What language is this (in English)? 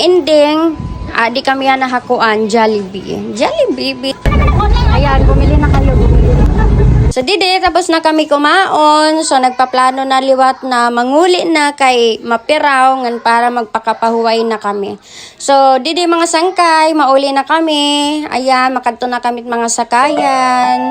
Waray